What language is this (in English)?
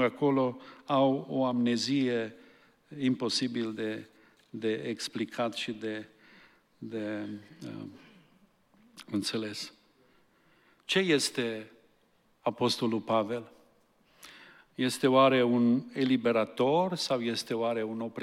Romanian